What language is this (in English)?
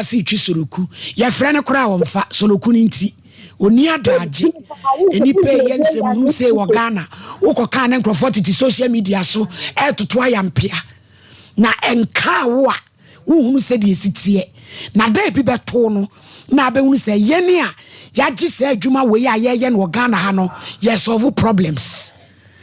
Akan